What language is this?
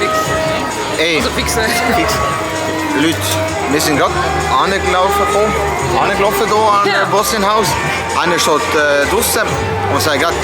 Swiss German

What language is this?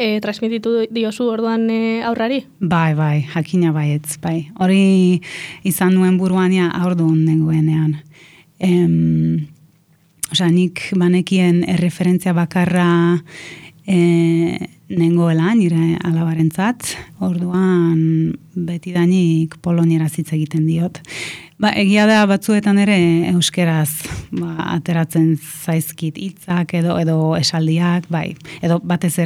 Basque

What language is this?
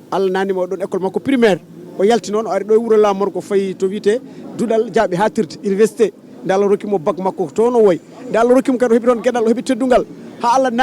Fula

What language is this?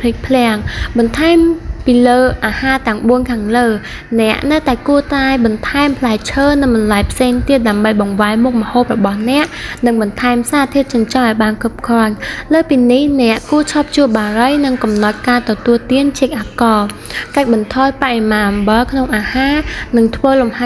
Khmer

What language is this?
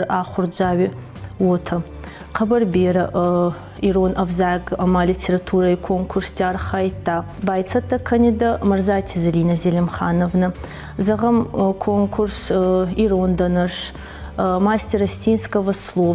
Ossetic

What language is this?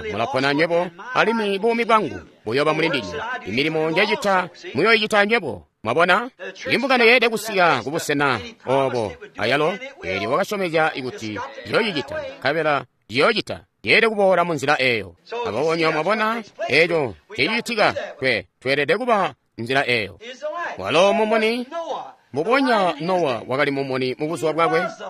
Tonga (Zambia)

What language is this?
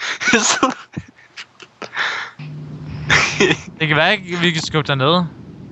Danish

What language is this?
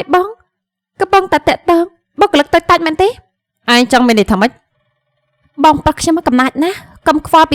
Khmer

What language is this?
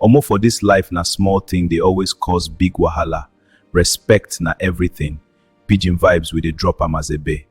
Nigerian Pidgin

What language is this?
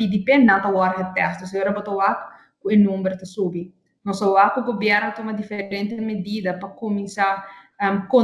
Papiamento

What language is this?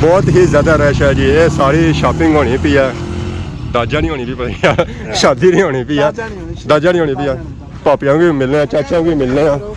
Pahari-Potwari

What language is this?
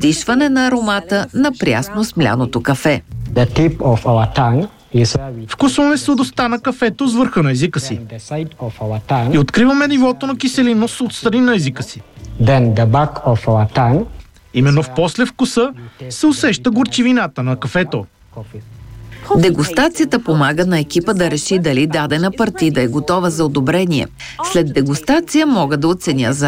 Bulgarian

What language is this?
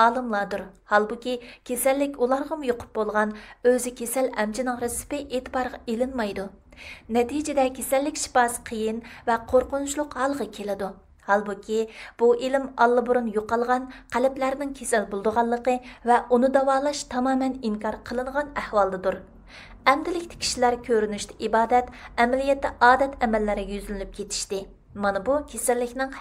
Uyghur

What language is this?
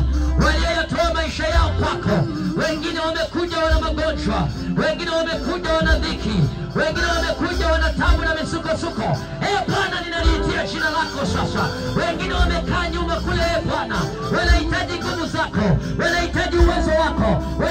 Swahili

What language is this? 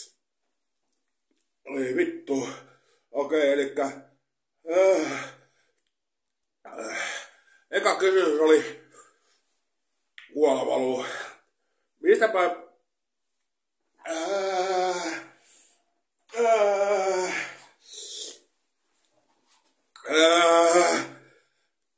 Finnish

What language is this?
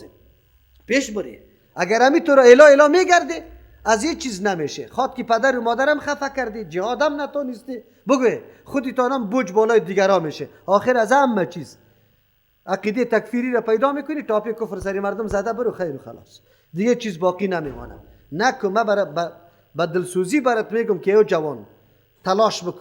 Persian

